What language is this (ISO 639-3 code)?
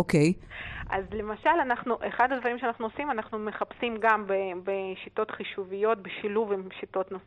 heb